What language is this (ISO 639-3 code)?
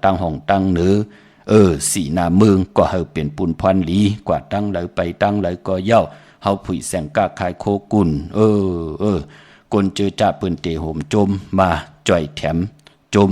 shn